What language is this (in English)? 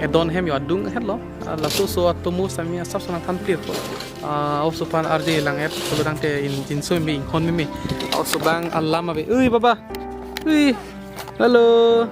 Karbi